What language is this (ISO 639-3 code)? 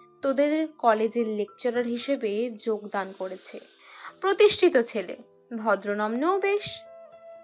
ben